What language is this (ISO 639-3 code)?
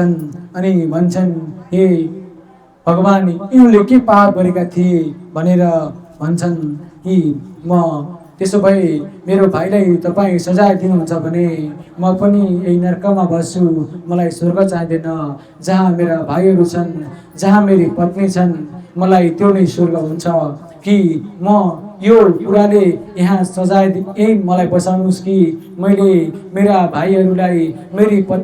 nep